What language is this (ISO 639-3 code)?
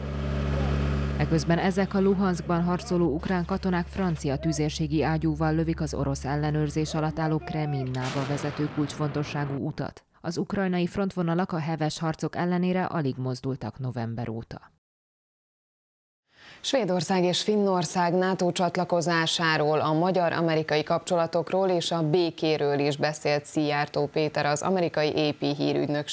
hun